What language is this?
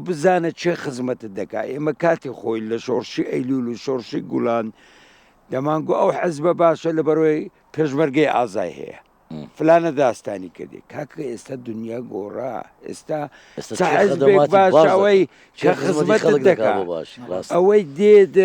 Central Kurdish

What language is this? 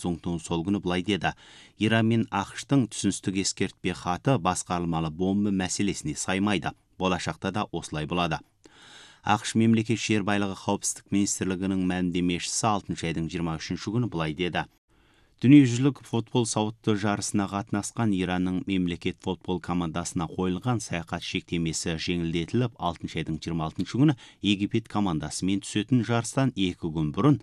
Kazakh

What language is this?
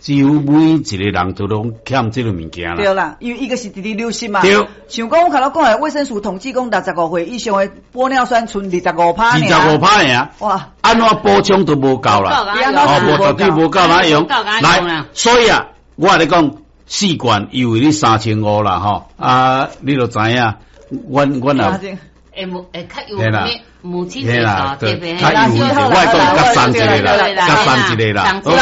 Min Nan Chinese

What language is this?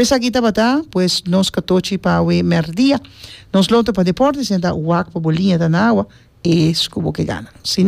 Papiamento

